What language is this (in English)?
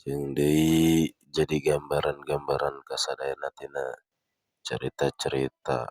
Sundanese